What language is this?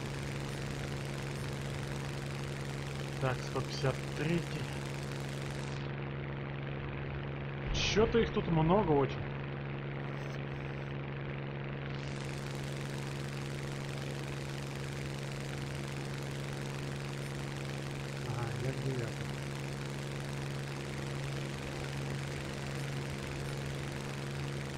Russian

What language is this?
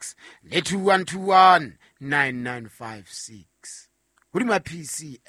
Southern Sotho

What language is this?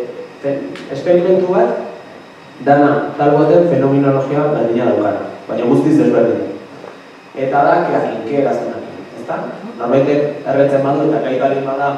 Basque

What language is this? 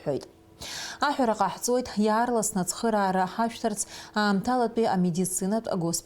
Abkhazian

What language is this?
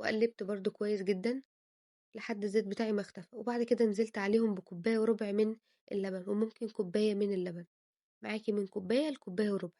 Egyptian Arabic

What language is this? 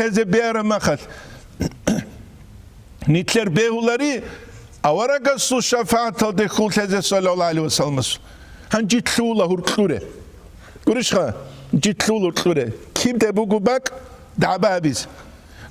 Avaric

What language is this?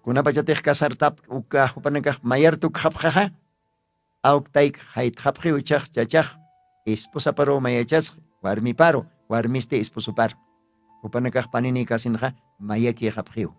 Aymara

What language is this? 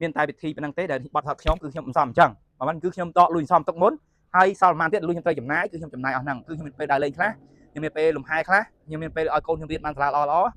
Khmer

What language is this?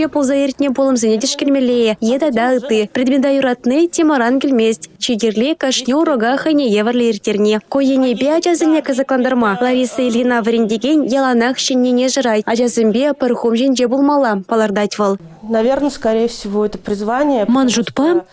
Chuvash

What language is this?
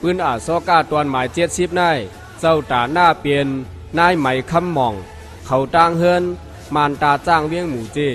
Shan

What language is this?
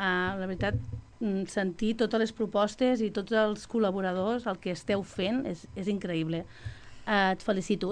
Catalan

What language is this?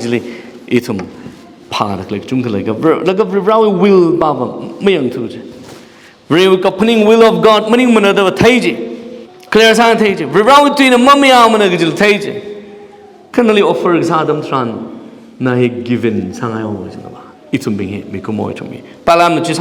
Tangkhul Naga (India)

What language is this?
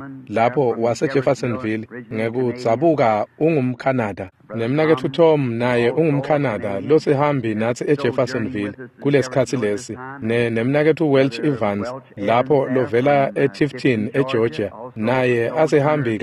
Swati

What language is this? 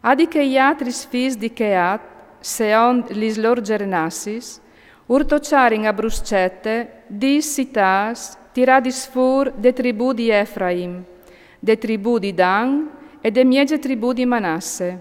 Friulian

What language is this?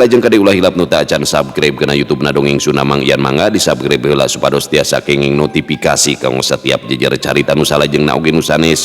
Sundanese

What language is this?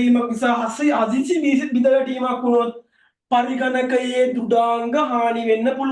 Sinhala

